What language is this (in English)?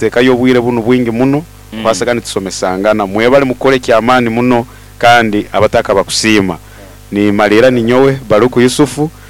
Nyoro